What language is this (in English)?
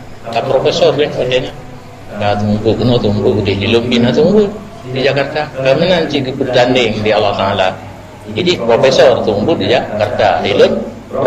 Achinese